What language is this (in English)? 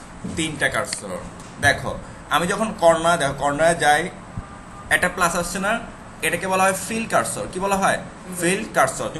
Bangla